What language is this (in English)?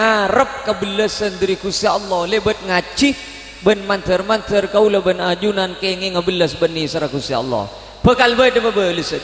Madurese